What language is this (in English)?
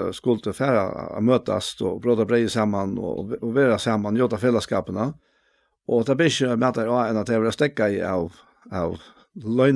Faroese